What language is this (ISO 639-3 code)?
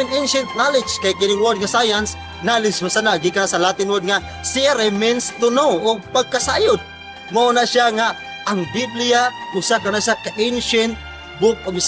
ceb